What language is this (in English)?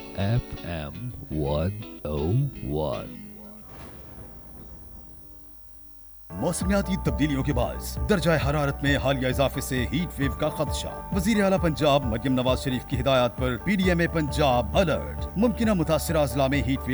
Urdu